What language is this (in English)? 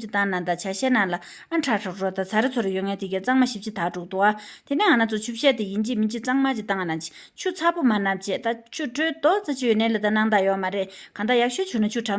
Tibetan